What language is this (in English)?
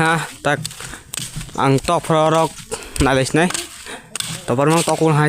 Kok Borok